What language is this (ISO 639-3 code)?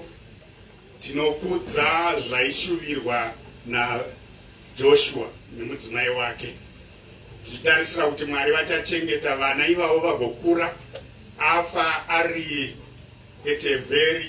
sna